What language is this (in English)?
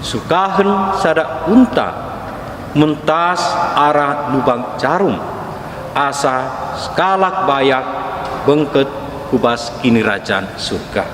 Batak Karo